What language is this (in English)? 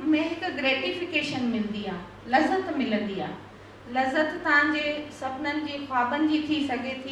Sindhi